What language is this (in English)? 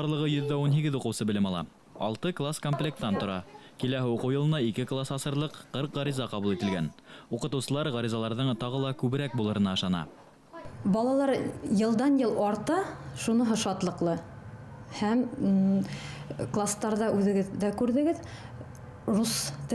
Bashkir